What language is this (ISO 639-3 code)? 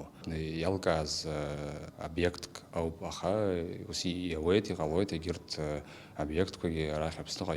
abk